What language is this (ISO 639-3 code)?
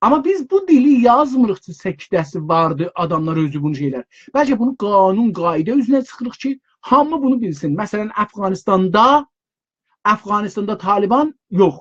azb